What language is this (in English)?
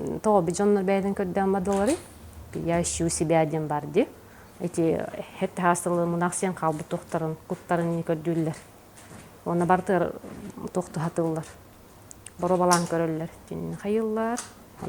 Yakut